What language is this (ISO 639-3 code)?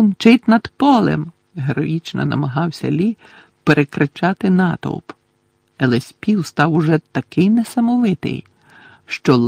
ukr